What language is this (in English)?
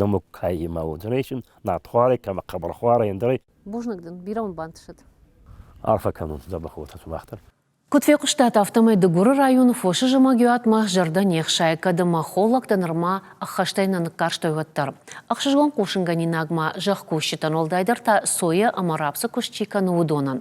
Ossetic